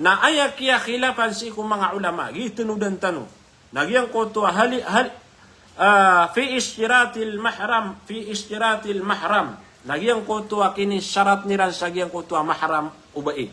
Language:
Maranao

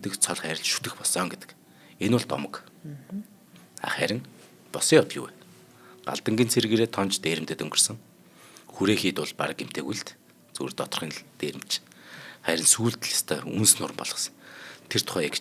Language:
Mongolian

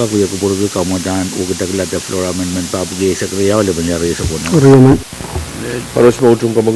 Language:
Pohnpeian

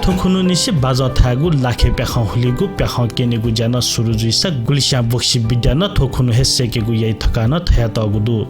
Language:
Newari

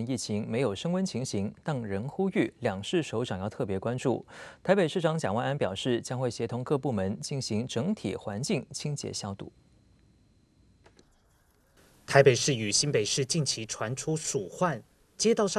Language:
Chinese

